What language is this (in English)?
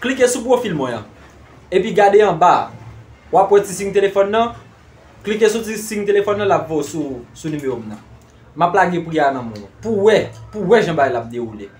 Haitian Creole